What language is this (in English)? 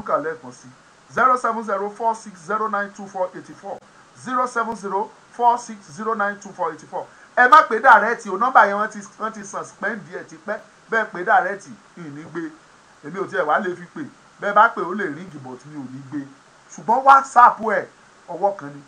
Yoruba